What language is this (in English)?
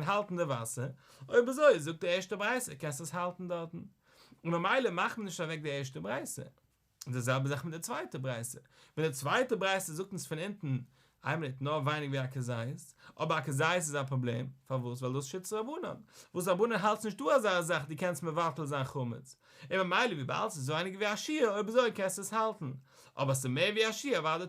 Yiddish